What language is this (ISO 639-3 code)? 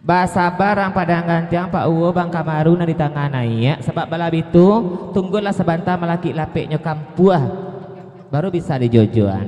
min